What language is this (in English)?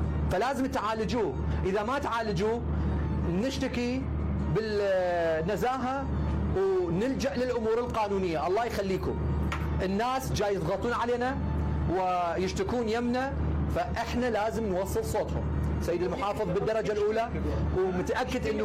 Mesopotamian Arabic